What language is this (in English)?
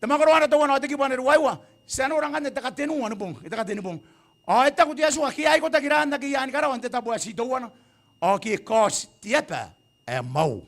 Gilbertese